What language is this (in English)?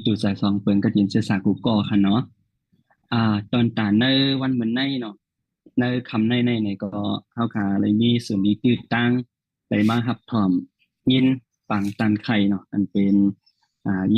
Shan